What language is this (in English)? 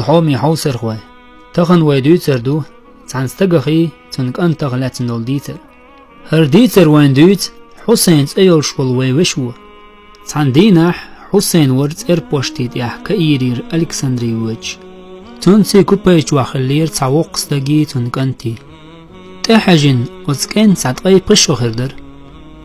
Chechen